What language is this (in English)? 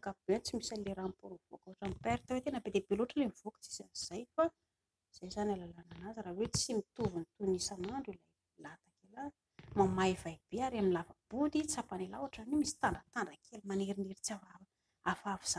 Malagasy